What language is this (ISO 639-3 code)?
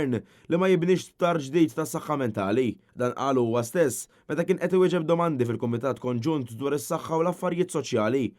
mlt